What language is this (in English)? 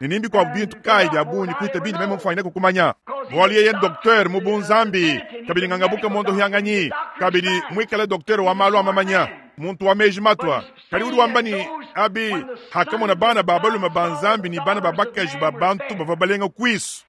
Luba-Lulua